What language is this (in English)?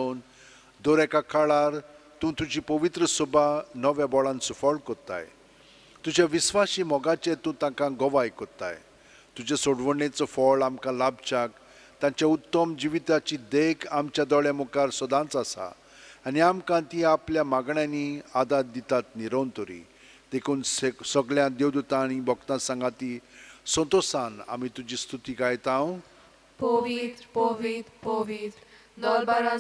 Konkani